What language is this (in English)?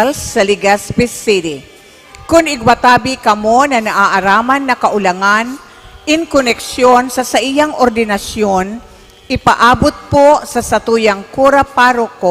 Bikol